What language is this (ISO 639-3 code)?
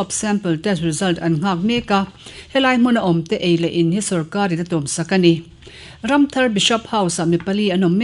lus